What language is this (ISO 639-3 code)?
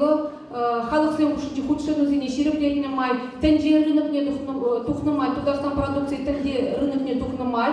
chv